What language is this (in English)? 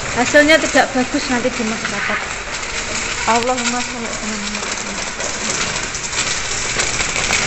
Indonesian